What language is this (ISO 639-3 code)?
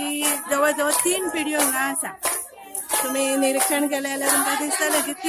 kok